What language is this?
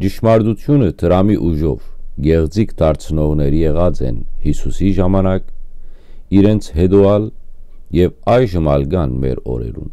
Western Armenian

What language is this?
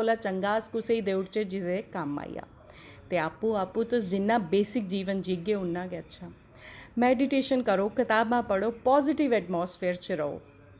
Dogri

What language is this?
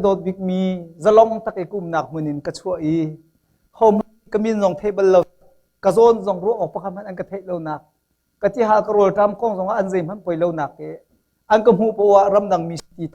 Hakha Chin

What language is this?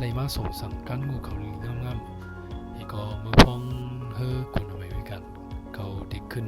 Shan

